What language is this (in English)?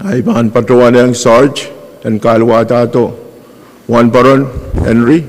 Pohnpeian